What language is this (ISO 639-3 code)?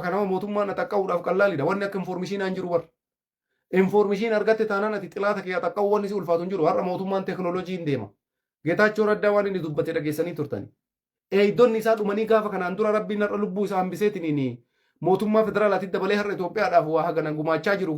orm